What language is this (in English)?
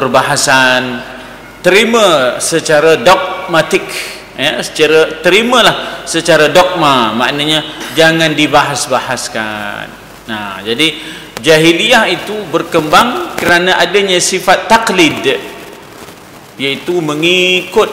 Malay